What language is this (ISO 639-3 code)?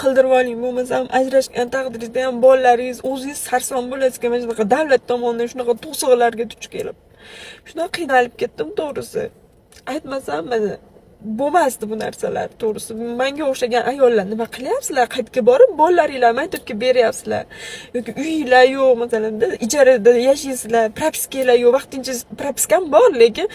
uzb